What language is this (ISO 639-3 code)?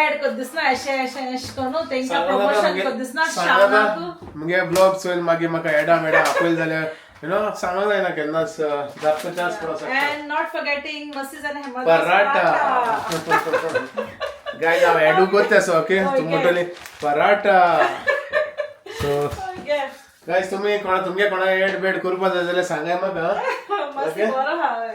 kok